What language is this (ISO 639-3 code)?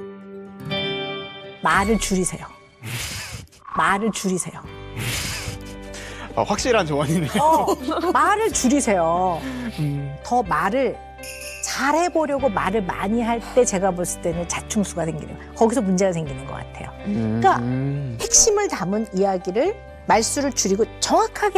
kor